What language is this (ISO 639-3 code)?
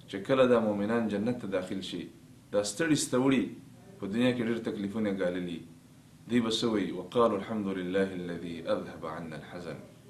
pus